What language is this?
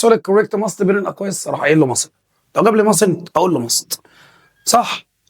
Egyptian Arabic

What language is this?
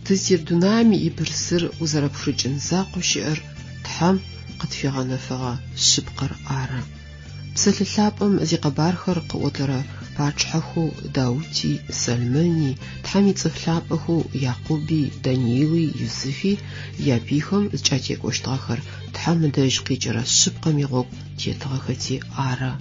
Adyghe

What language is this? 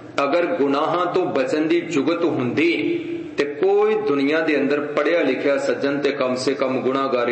Punjabi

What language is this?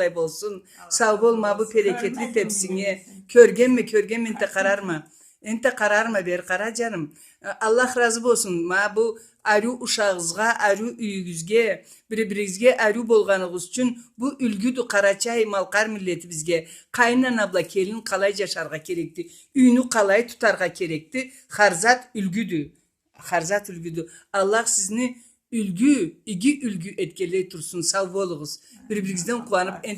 Karachay-Balkar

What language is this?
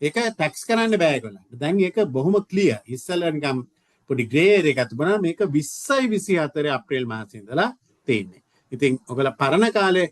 Sinhala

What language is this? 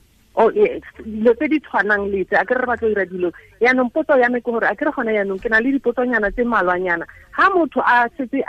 Tswana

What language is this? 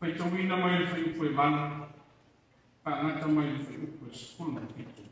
Samoan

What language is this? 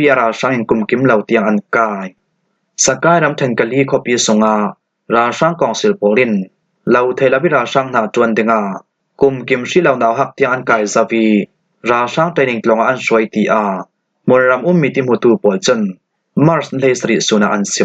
Falam Chin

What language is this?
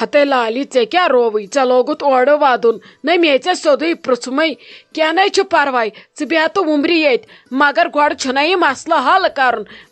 Kashmiri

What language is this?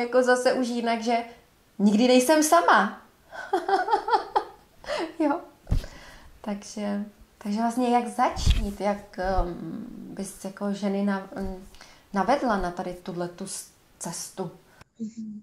Czech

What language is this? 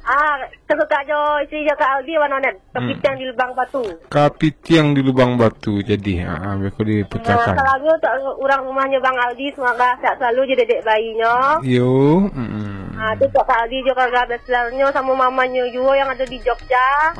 Minangkabau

